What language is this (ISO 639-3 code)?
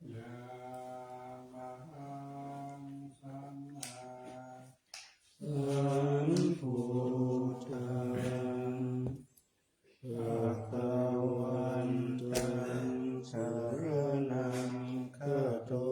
pli